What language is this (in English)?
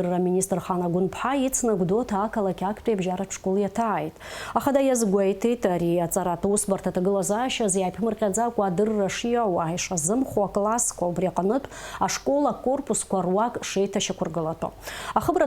Abkhazian